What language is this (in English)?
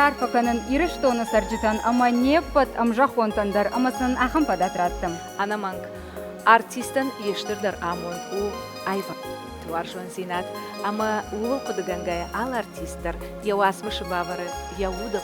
Ossetic